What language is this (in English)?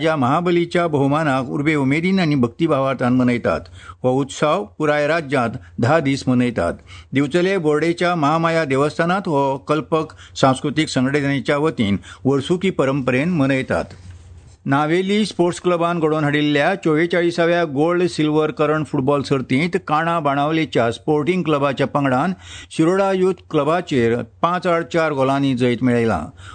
Konkani